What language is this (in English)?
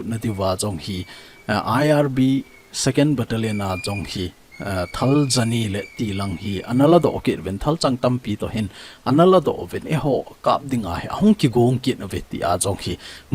Thado Chin